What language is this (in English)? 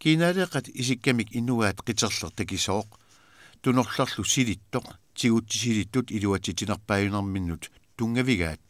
Kalaallisut